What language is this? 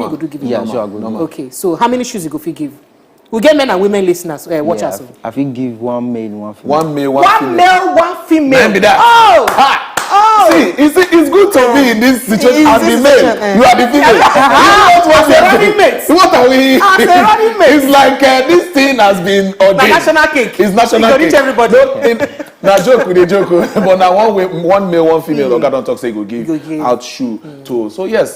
Nigerian Pidgin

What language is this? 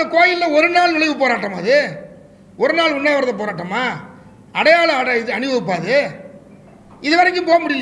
Tamil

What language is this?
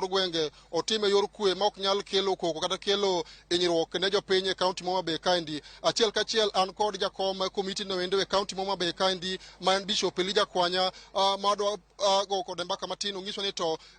Luo (Kenya and Tanzania)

